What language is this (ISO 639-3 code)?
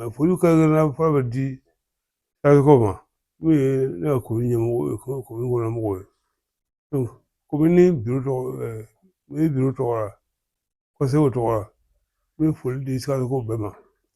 bam